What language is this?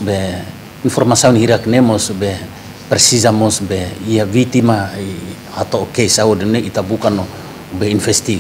Tetum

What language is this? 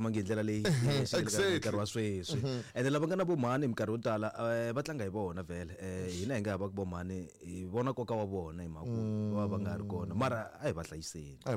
Tsonga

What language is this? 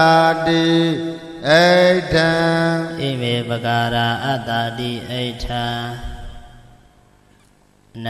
Burmese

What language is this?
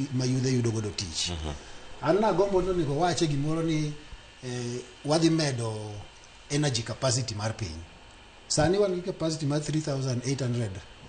Luo (Kenya and Tanzania)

